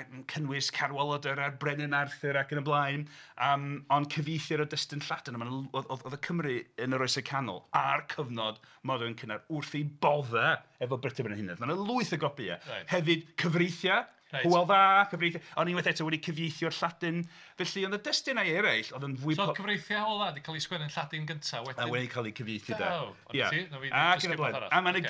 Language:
Welsh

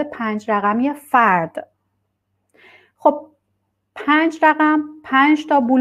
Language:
Persian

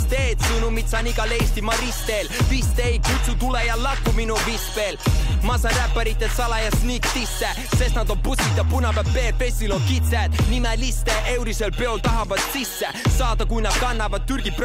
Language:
Estonian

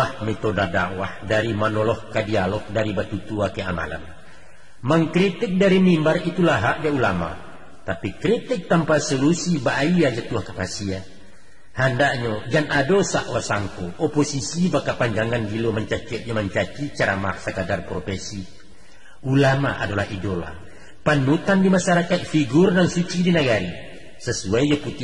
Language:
Minangkabau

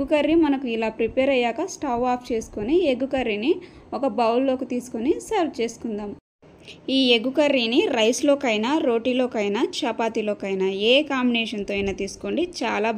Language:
Telugu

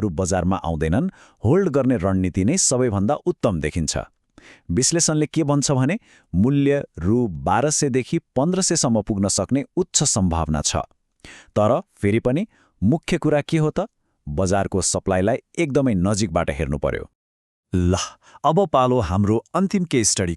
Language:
Nepali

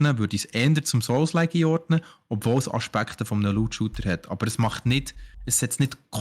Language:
Swiss German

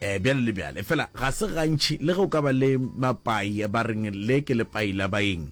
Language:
Northern Sotho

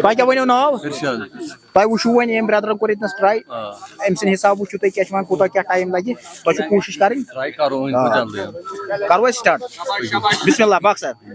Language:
Kashmiri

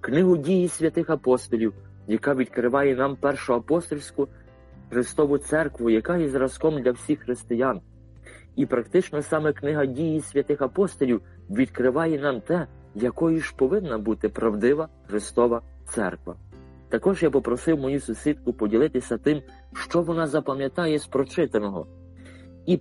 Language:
Ukrainian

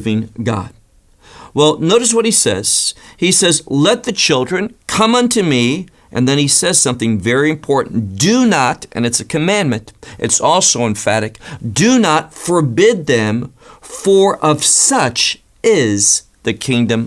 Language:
English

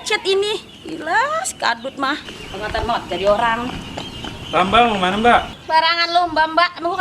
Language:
Betawi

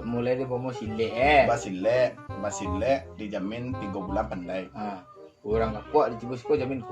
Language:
Minangkabau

